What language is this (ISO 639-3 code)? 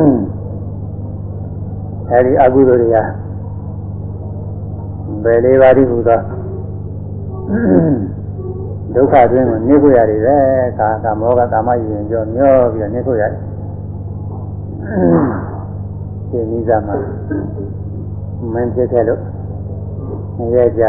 mya